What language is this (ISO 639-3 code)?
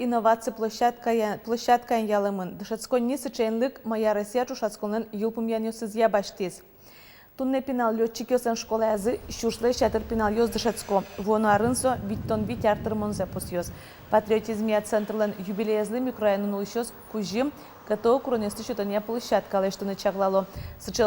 udm